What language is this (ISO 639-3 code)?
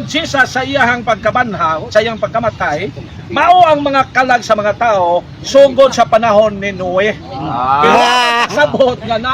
ceb